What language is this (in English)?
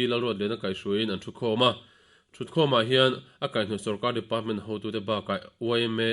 Mizo